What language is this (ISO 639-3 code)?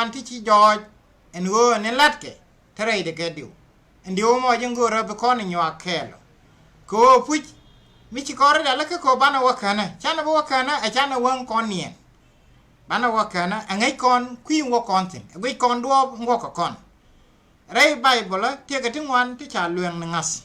nus